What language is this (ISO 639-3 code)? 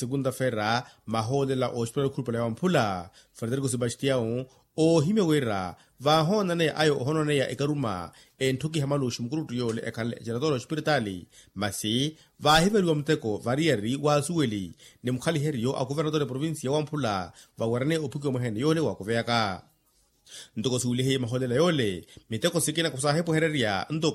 vmw